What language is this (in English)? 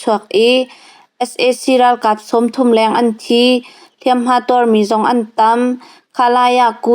Hakha Chin